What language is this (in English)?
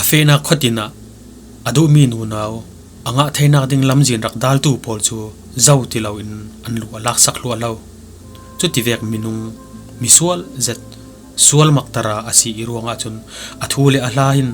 Falam Chin